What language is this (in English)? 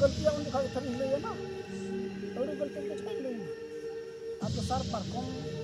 Santali